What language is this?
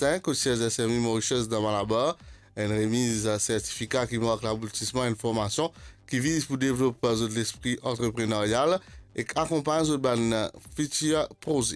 Morisyen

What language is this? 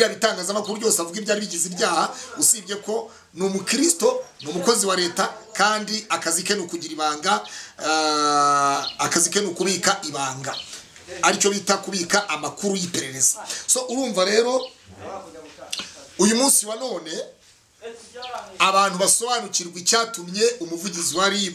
Kinyarwanda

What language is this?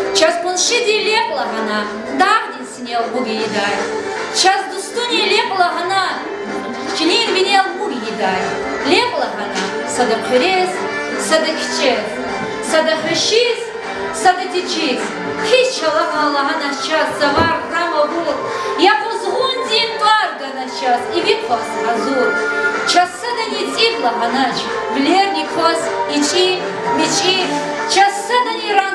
Lezghian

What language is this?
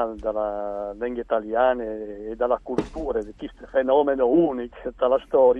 Friulian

